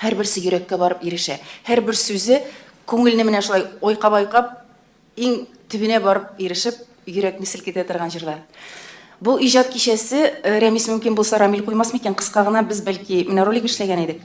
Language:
Tatar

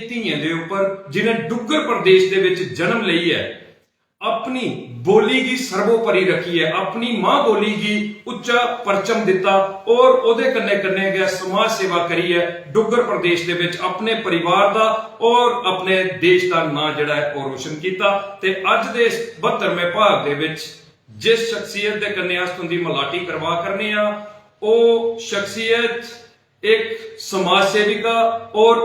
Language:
Dogri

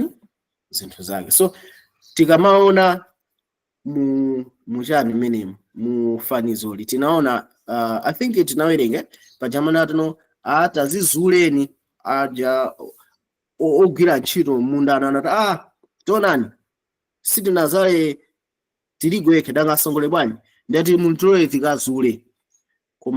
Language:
Nyanja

